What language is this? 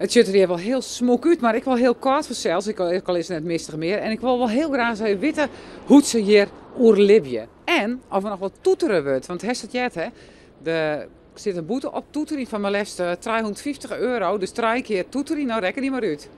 Western Frisian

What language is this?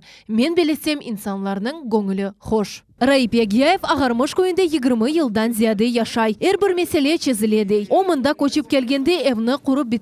Crimean Tatar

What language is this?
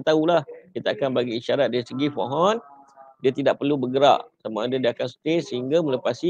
Malay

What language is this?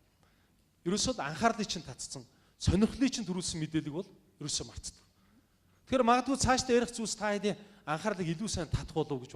Mongolian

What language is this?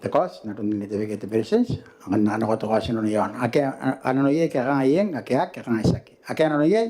Gilbertese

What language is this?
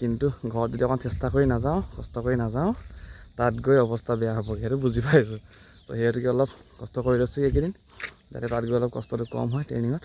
Assamese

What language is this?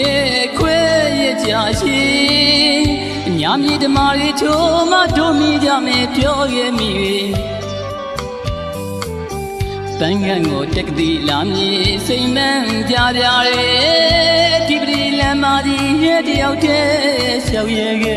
Burmese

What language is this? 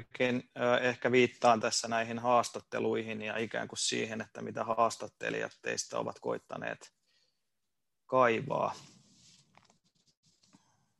Finnish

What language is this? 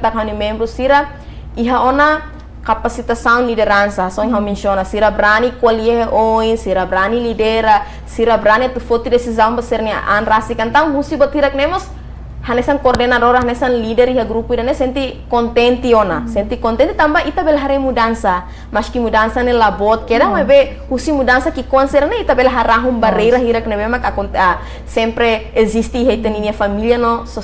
Tetum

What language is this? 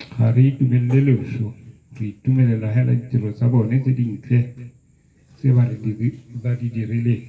Tswana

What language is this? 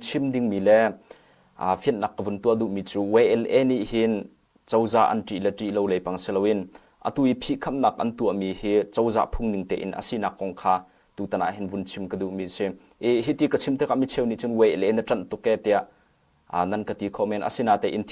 Hakha Chin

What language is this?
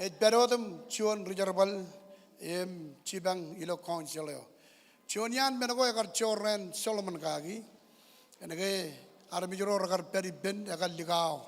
Marshallese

